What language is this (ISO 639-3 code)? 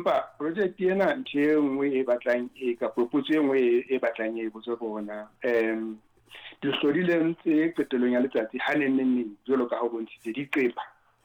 sot